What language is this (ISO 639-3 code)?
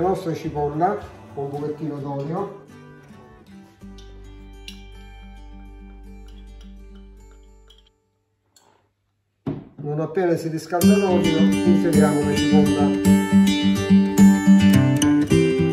ita